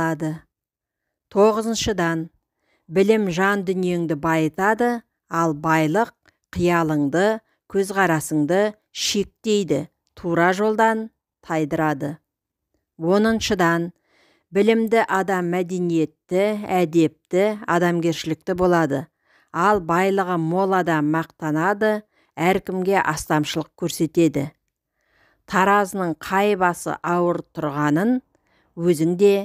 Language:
Kazakh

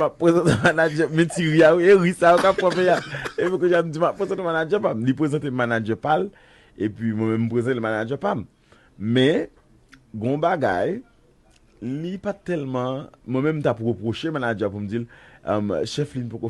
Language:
Haitian Creole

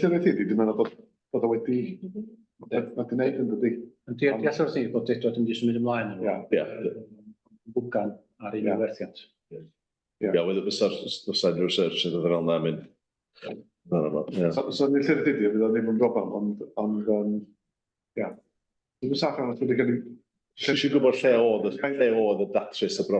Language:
Welsh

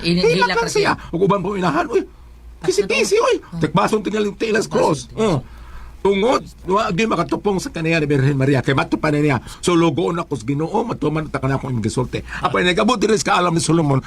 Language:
Cebuano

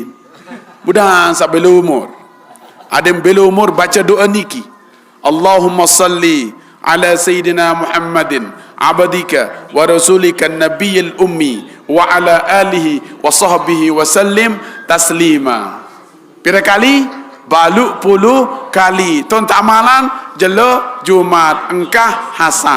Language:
Sasak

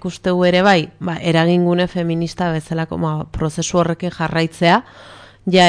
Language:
Basque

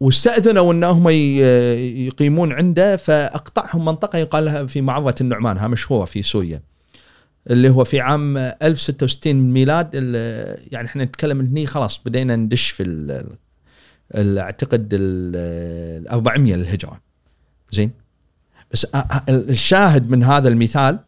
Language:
Gulf Arabic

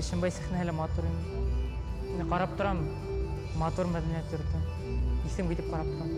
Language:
Bashkir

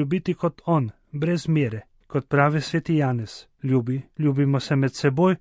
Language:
Slovenian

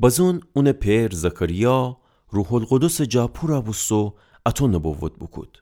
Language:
Gilaki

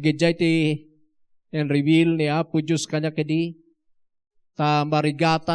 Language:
Iloko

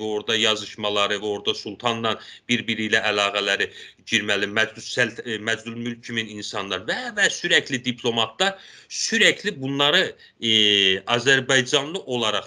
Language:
South Azerbaijani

